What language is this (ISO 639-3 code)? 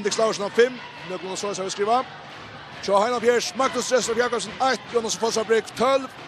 fao